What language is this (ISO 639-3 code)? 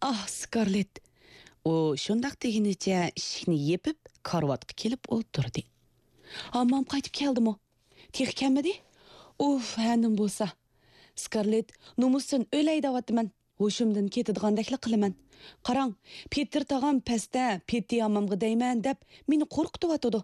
uig